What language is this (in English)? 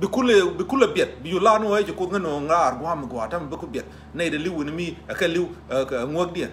Nuer